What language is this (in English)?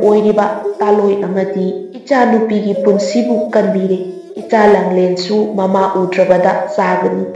Manipuri